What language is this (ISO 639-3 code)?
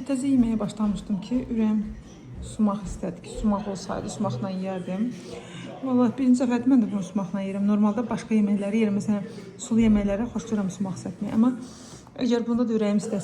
aze